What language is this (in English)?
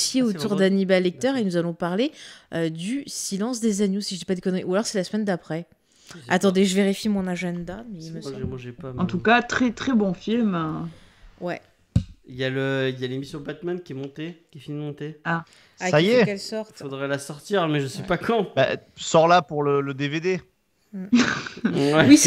French